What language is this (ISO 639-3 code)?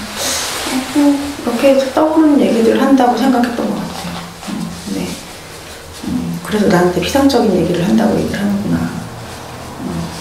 kor